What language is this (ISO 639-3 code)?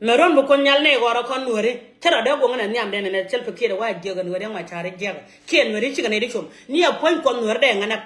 nus